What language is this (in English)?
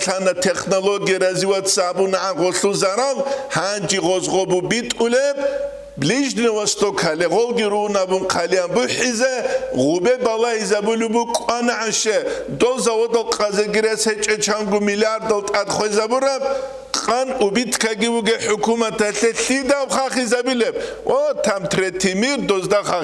Avaric